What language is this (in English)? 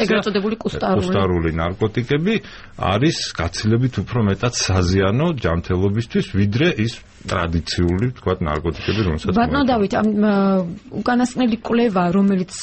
Georgian